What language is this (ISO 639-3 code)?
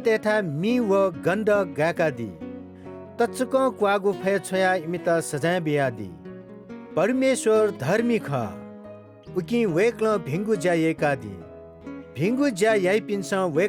new